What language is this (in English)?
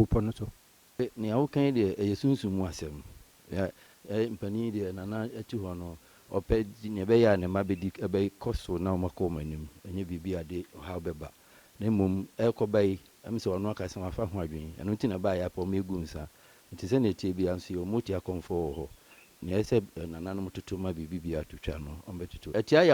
Akan